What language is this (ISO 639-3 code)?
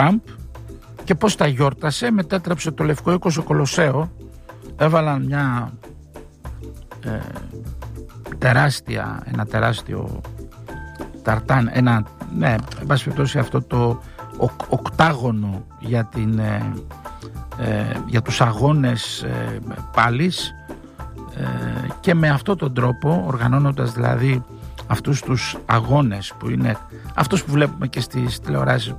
ell